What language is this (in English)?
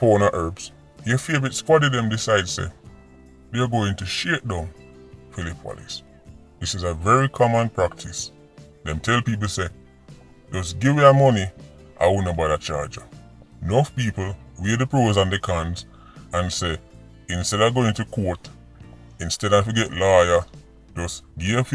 Jamaican Creole English